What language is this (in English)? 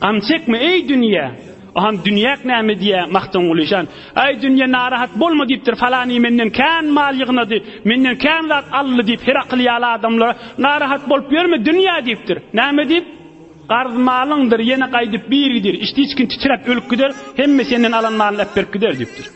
Turkmen